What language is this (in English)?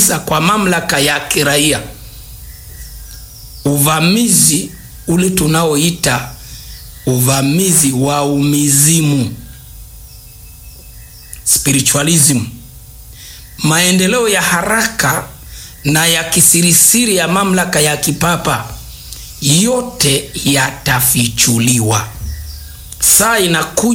Swahili